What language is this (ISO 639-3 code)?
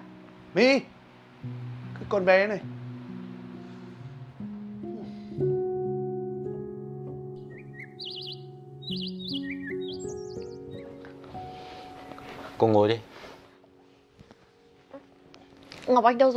vie